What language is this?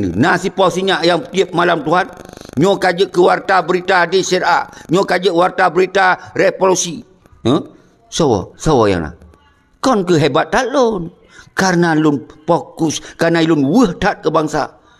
Achinese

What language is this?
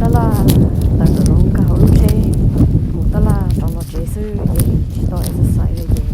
Hmong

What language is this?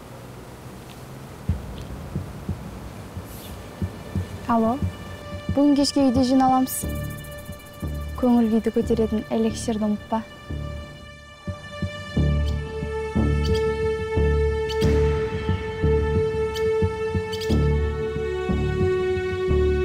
Kazakh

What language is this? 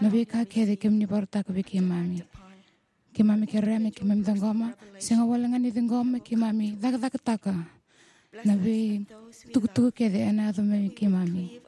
Fijian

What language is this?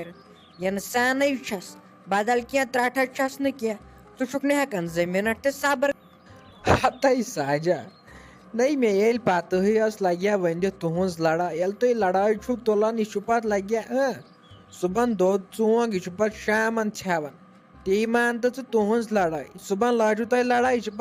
Kashmiri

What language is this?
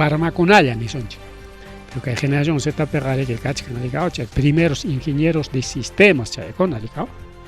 Ayacucho Quechua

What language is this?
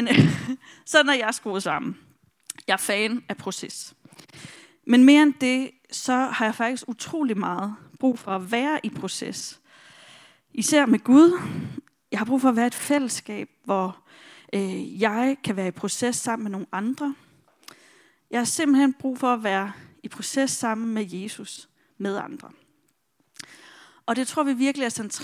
Danish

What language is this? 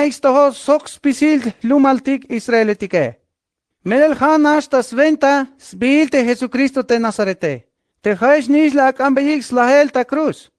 Tzeltal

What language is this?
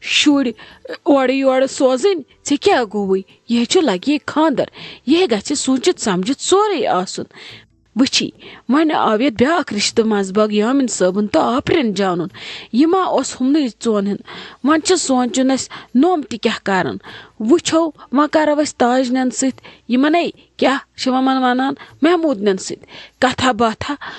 Kashmiri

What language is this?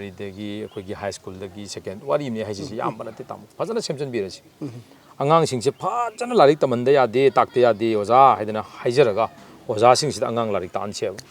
Manipuri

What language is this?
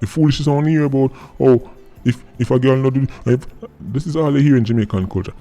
Jamaican Creole English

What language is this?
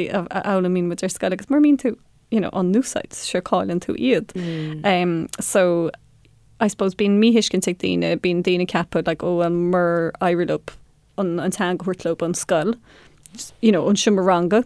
Irish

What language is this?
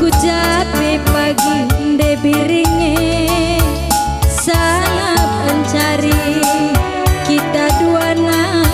Batak Karo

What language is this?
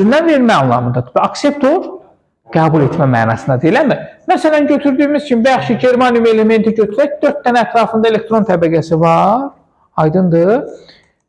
Azerbaijani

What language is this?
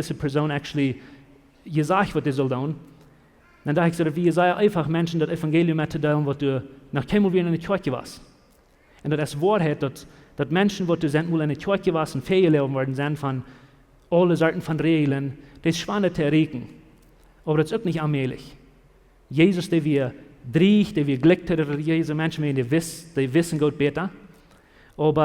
Plautdietsch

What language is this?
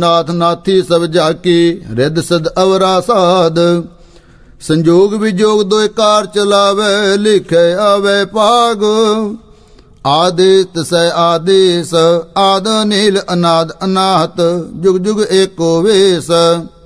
Punjabi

